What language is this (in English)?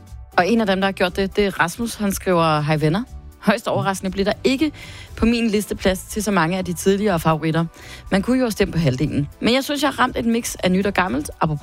Danish